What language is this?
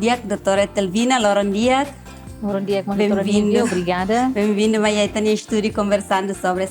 Tetum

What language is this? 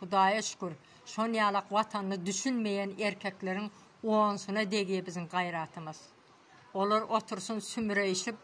Turkmen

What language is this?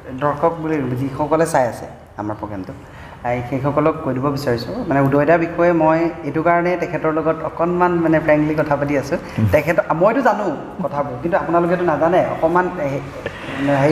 Assamese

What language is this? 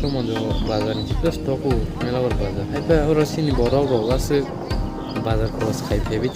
Kok Borok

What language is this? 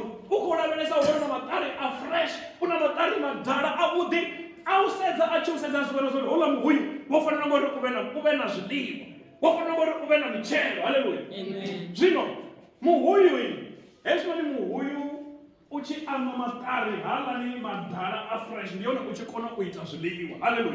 Venda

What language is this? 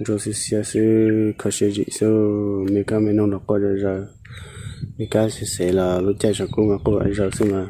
Hmong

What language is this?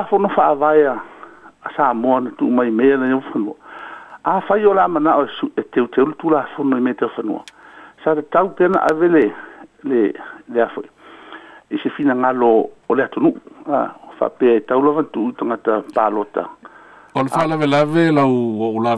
Samoan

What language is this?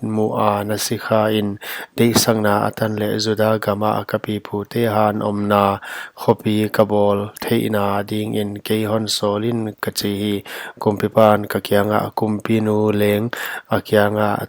Paite Chin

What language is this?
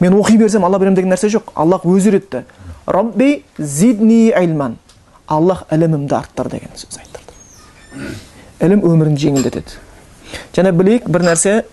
Kazakh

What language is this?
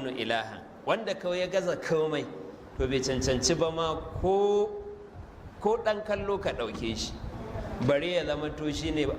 Hausa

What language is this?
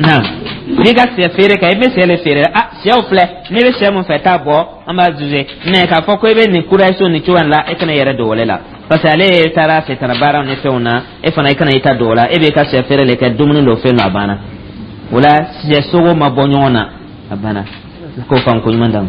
Dyula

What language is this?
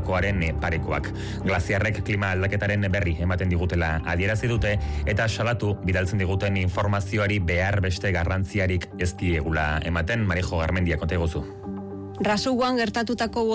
Basque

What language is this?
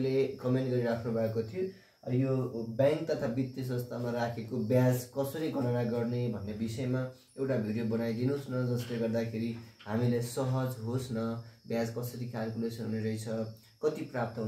Nepali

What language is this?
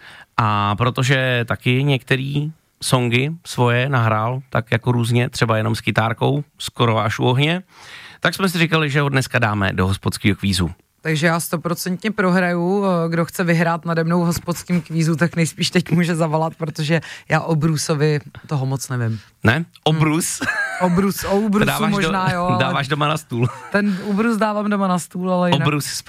Czech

